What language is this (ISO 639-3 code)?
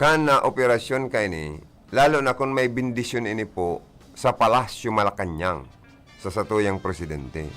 bik